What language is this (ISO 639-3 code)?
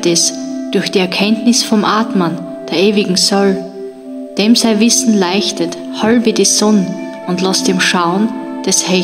bar